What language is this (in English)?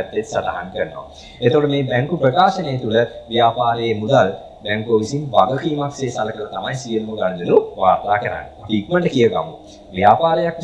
Sinhala